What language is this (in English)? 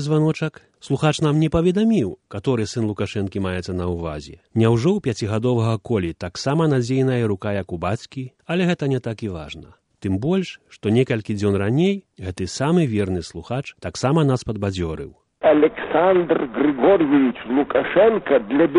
Belarusian